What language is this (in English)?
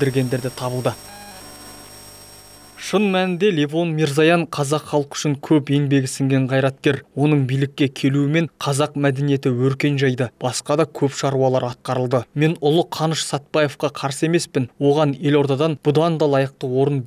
Kazakh